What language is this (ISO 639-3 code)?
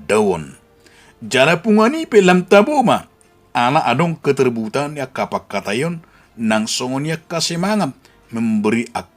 bbc